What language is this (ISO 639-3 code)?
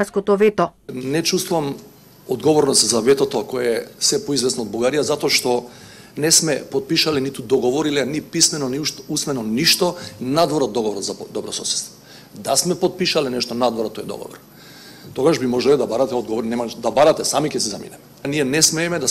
mkd